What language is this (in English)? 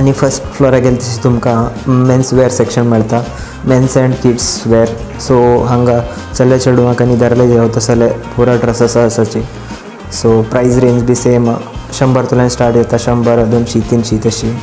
Konkani